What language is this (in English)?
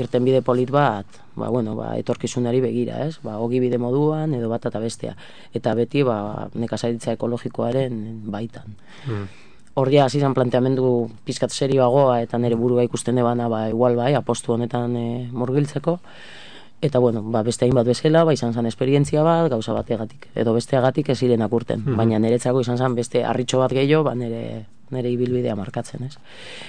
Basque